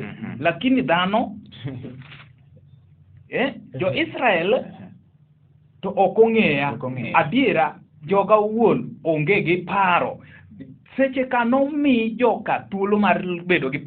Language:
Luo (Kenya and Tanzania)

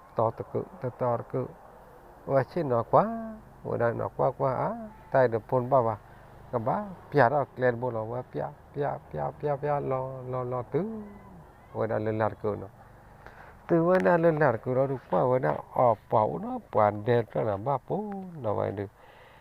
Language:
S'gaw Karen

